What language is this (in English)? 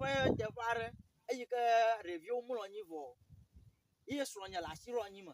Ewe